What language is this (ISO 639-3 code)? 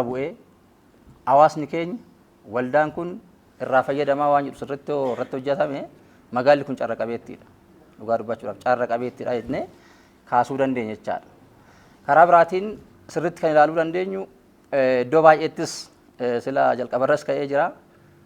orm